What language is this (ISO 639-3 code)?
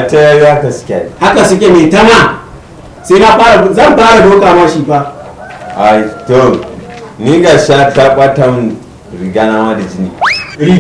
hau